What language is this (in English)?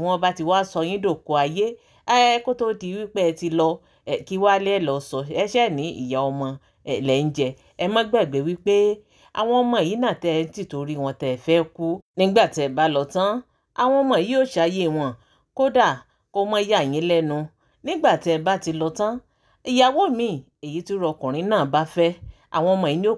Yoruba